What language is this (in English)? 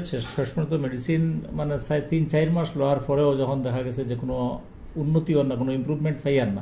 Sylheti